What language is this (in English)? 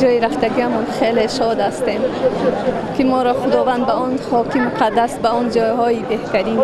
Tajik